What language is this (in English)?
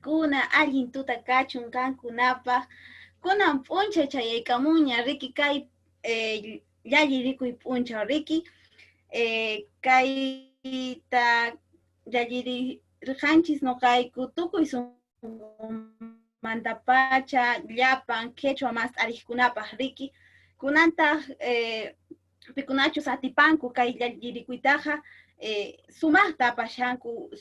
Quechua